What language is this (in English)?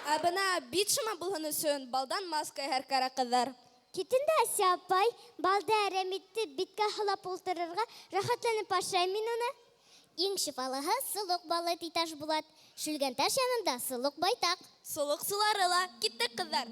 Bashkir